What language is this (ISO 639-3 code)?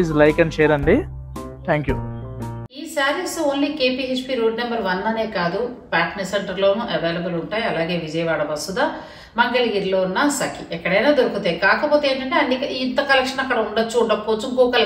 tel